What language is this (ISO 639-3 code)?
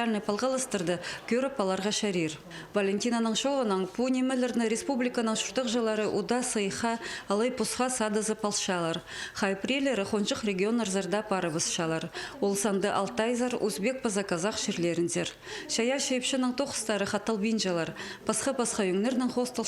kjh